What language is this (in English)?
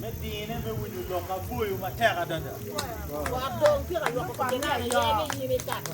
Acoli